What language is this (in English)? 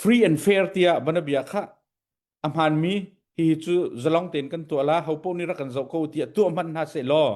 Hakha Chin